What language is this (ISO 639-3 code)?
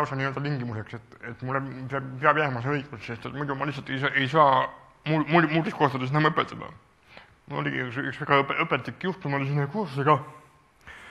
est